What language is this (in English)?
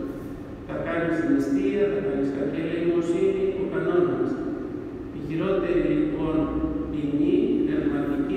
Greek